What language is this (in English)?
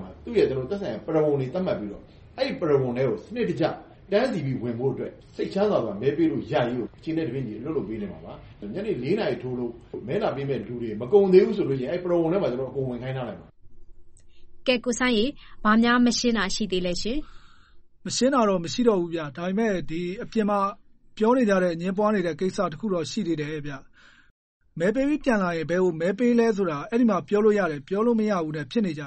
Burmese